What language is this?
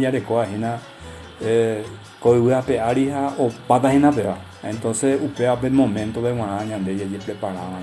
Guarani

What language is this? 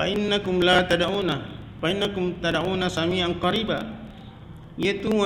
Buginese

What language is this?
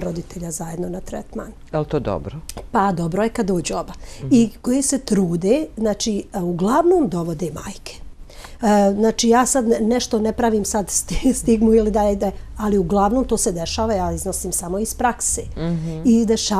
Serbian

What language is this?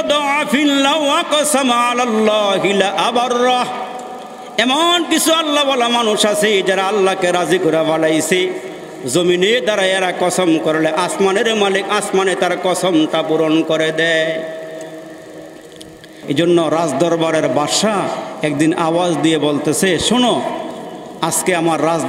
Bangla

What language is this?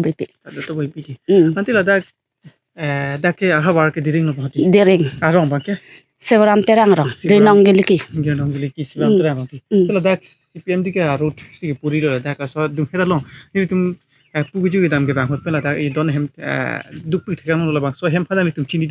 Karbi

